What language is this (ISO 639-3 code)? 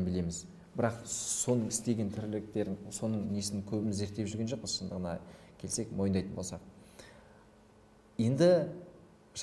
kaz